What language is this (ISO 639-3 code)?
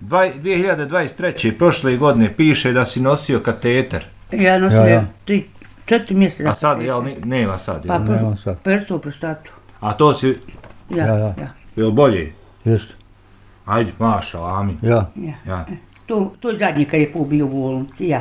bos